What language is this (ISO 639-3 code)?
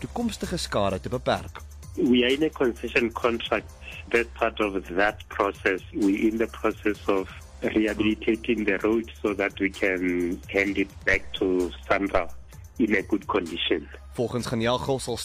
afr